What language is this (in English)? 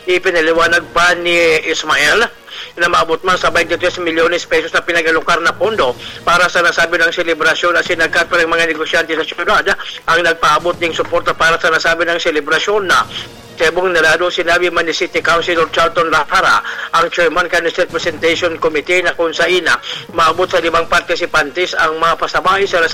Bikol